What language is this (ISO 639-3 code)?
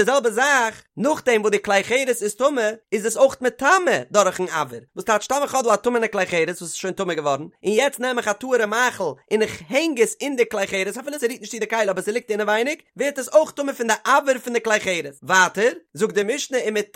yid